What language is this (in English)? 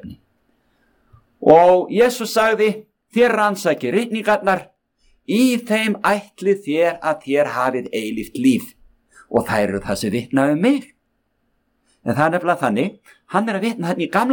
Icelandic